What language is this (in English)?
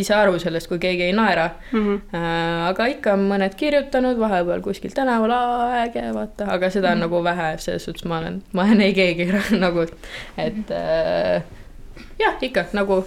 Estonian